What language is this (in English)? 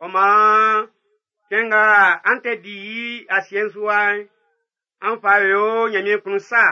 Baoulé